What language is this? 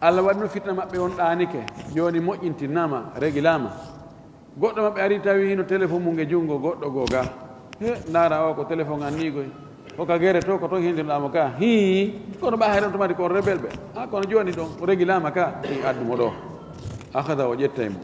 Fula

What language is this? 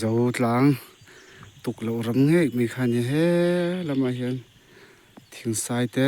Mizo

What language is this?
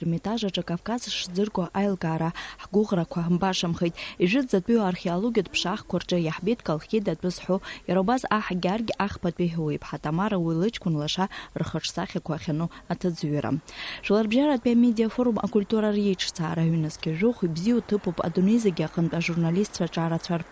Abkhazian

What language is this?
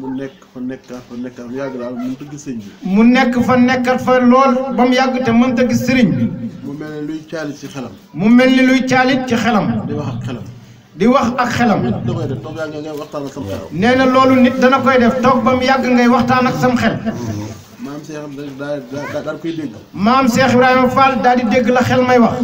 Wolof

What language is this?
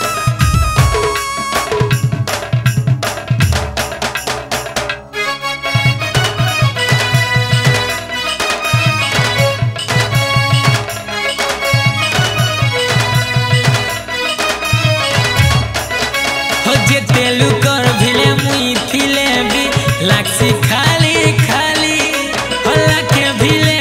Sambalpuri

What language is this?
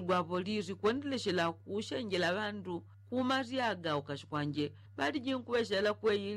Yao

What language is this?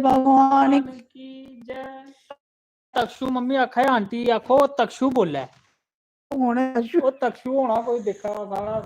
Dogri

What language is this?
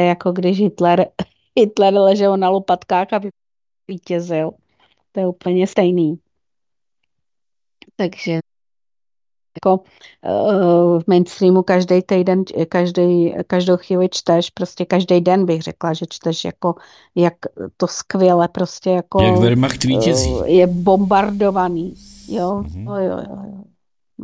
Czech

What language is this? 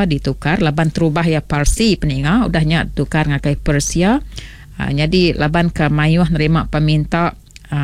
Iban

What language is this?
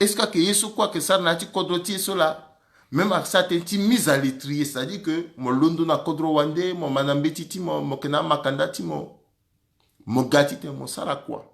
Sango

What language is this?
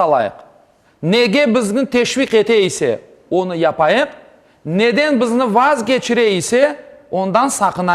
Crimean Tatar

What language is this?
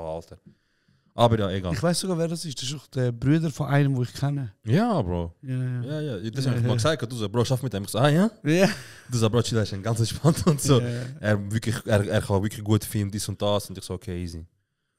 Swiss German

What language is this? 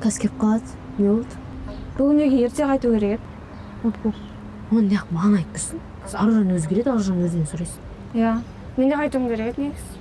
Kazakh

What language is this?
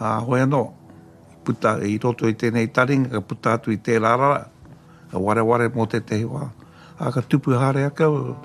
Māori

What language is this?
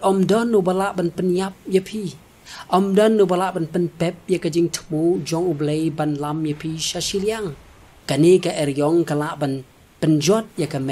Khasi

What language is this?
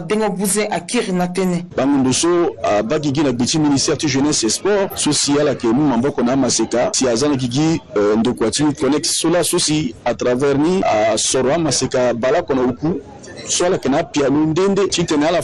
Sango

